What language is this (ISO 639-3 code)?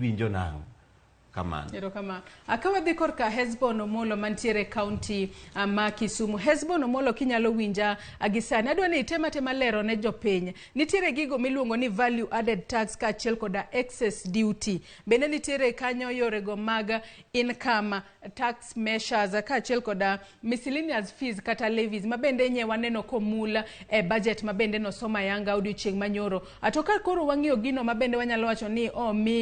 luo